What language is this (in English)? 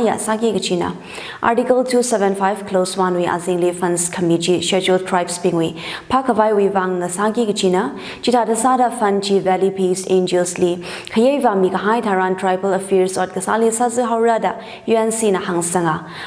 Tangkhul Naga (India)